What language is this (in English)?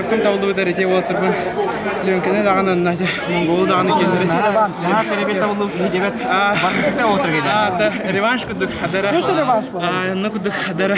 Yakut